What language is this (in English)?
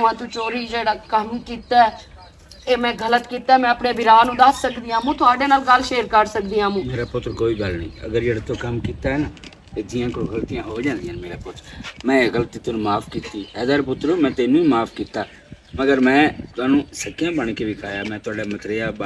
Western Panjabi